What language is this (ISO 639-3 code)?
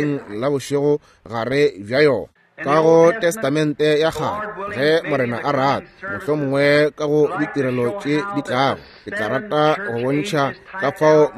nso